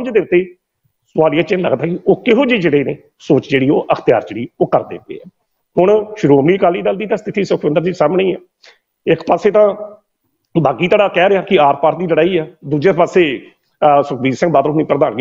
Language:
Punjabi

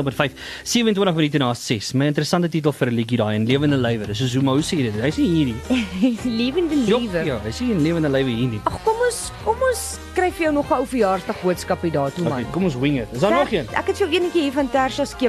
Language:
Afrikaans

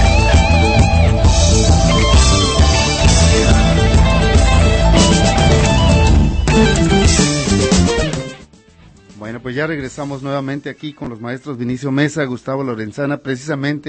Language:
Spanish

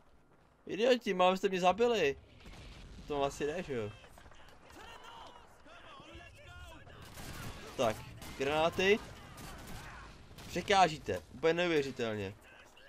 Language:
Czech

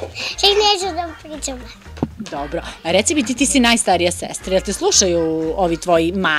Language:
Serbian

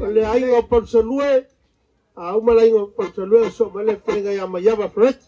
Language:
Samoan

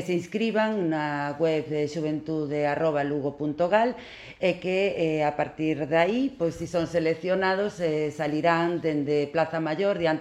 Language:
Galician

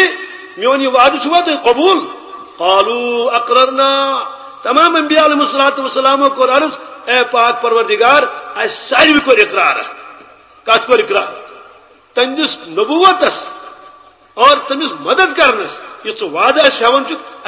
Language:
Kashmiri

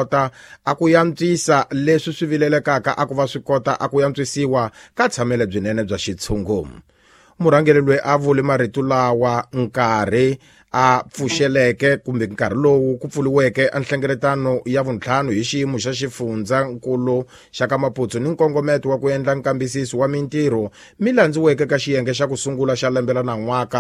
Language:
Tsonga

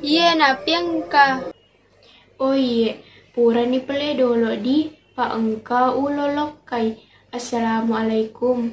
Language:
Buginese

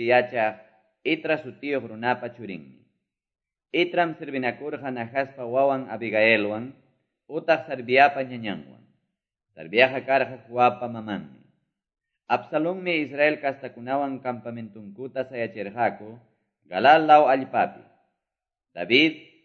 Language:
Quechua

